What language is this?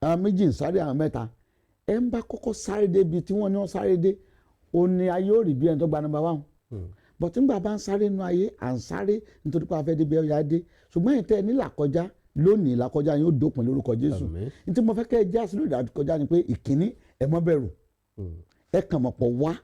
Yoruba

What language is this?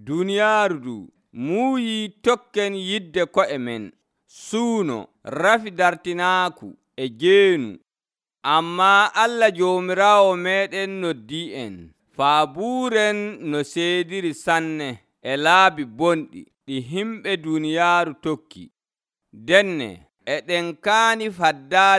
Nigerian Fulfulde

